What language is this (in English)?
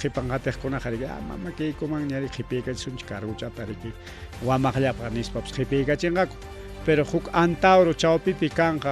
Ayacucho Quechua